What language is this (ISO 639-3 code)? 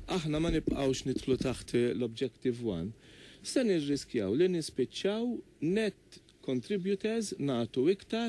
mlt